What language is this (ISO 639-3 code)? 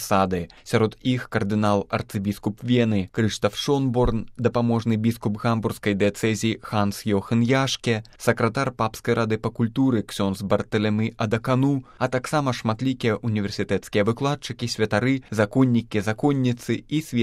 bel